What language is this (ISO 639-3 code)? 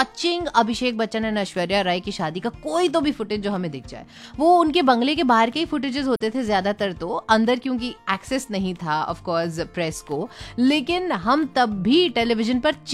hin